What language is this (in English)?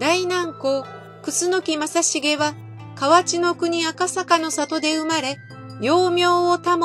Japanese